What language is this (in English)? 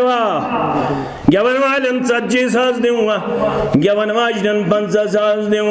Kashmiri